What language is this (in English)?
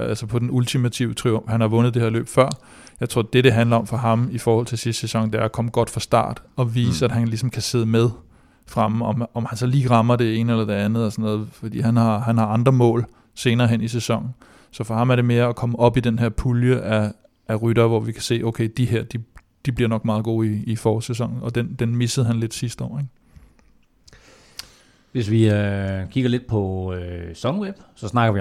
Danish